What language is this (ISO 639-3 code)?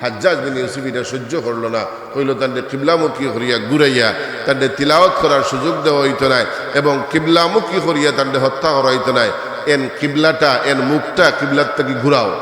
syl